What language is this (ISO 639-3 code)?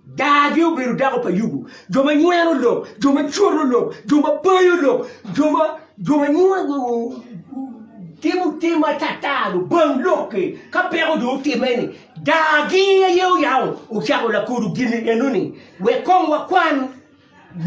ach